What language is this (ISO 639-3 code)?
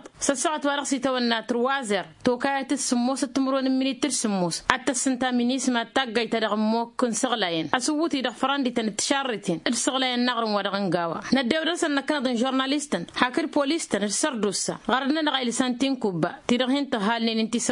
taq